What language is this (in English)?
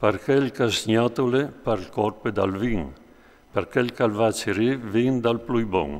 Friulian